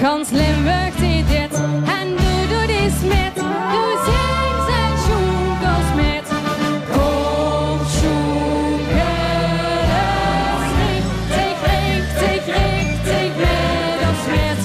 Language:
Limburgish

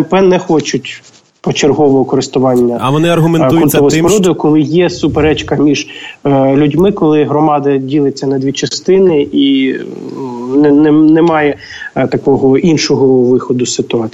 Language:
Ukrainian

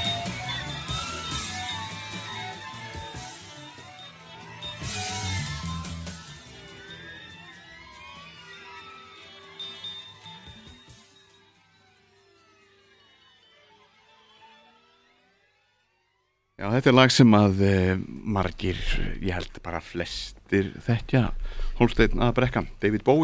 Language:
Icelandic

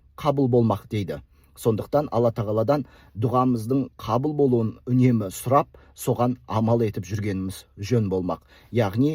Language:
Kazakh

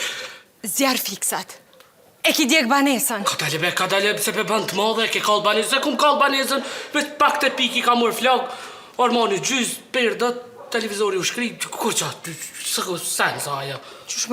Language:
Albanian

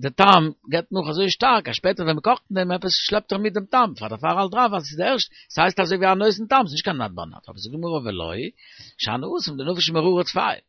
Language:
Yiddish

